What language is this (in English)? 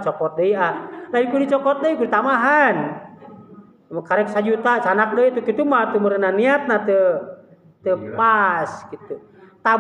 Sundanese